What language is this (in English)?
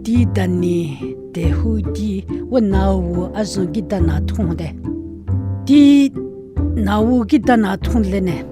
Dogrib